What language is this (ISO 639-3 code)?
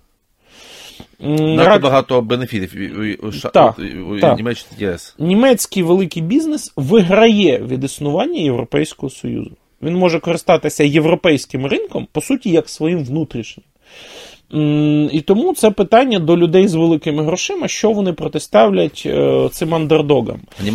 ukr